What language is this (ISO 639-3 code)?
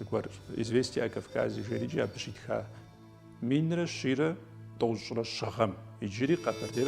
kbd